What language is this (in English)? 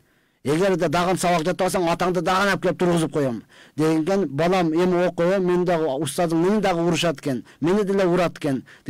Kyrgyz